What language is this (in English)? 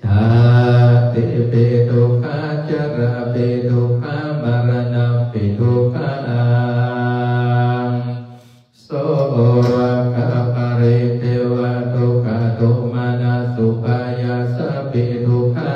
Pali